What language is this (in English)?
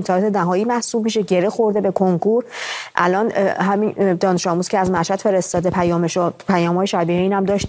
Persian